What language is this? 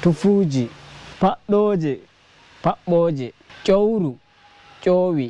Nigerian Fulfulde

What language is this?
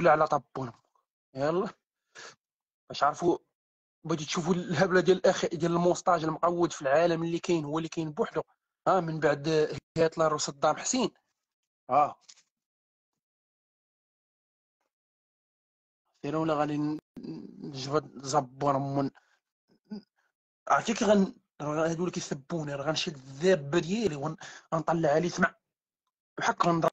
Moroccan Arabic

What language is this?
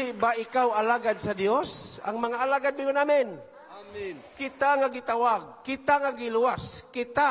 Cebuano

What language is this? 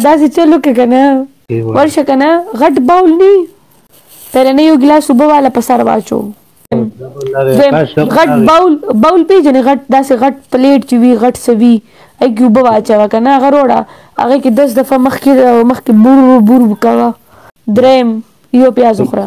Pashto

